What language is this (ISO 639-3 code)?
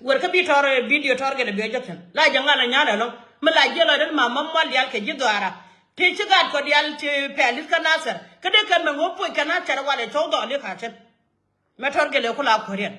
nus